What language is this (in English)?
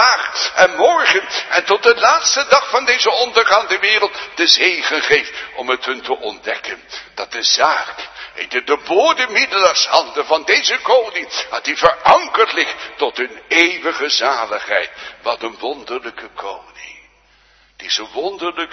Dutch